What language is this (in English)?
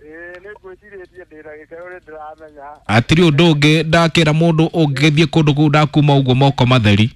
Kikuyu